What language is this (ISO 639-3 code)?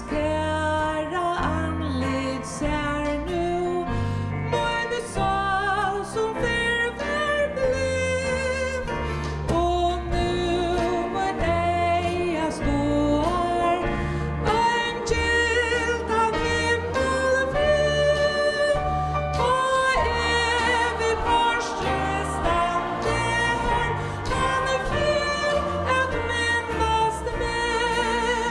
fao